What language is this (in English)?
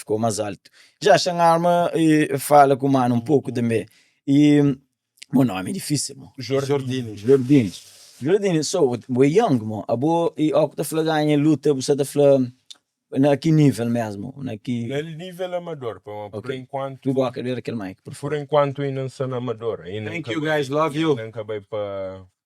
Kabuverdianu